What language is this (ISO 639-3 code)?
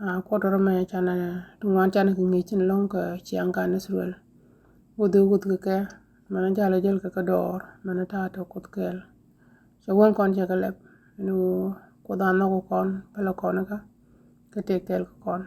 nus